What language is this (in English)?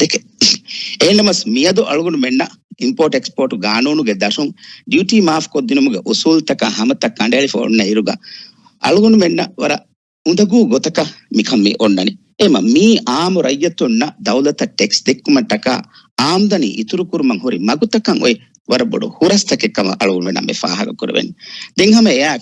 Divehi